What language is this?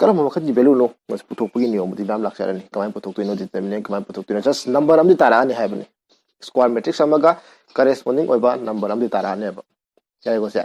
Manipuri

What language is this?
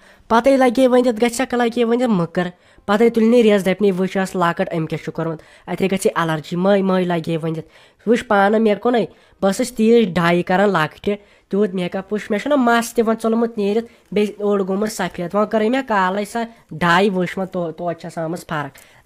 Kashmiri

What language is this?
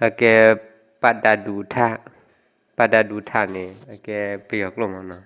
S'gaw Karen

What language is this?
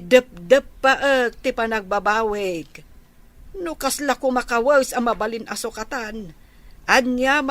Iloko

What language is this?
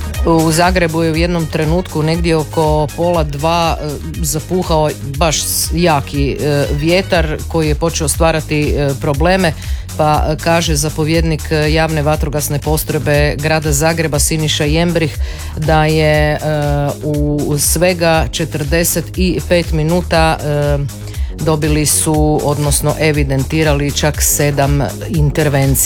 Croatian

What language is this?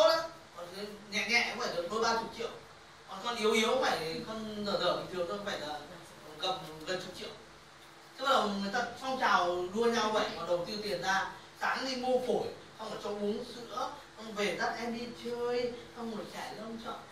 Vietnamese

